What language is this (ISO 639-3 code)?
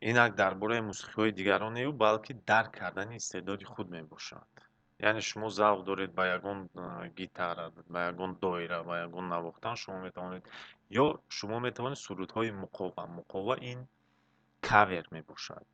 tgk